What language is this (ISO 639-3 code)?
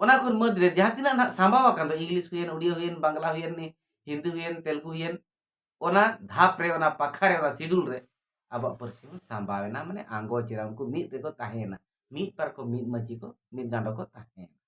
sat